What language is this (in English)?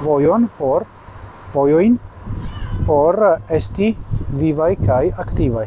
Esperanto